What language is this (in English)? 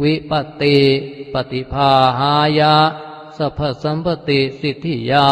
Pali